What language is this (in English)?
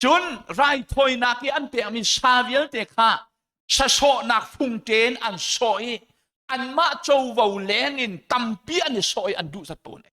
Hakha Chin